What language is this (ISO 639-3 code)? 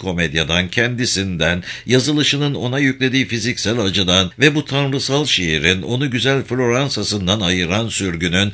tur